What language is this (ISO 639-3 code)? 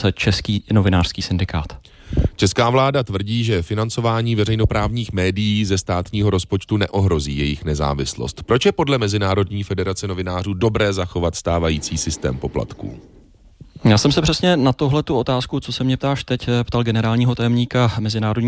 ces